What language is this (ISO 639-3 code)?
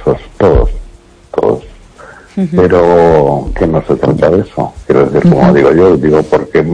spa